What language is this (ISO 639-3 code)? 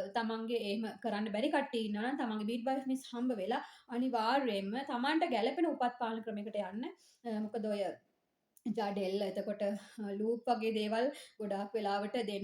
sin